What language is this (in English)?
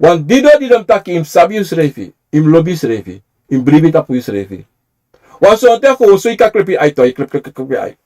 Sranan Tongo